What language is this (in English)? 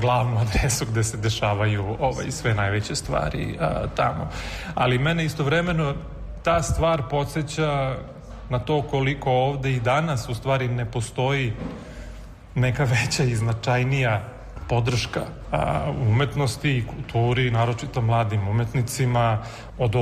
Serbian